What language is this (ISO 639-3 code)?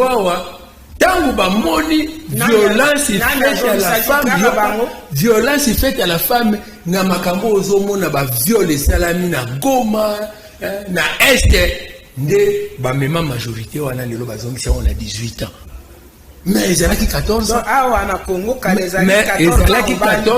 lin